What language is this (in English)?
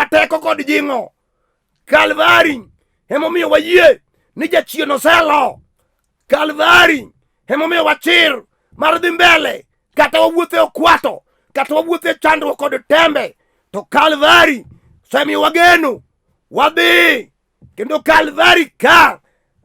Luo (Kenya and Tanzania)